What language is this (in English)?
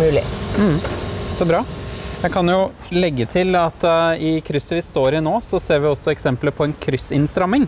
Norwegian